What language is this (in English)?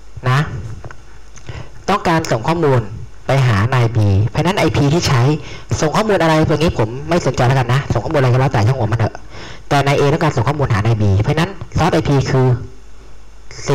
Thai